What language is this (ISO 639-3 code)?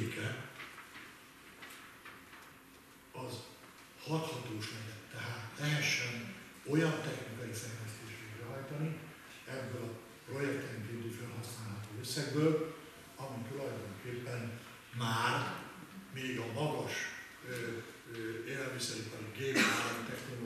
hun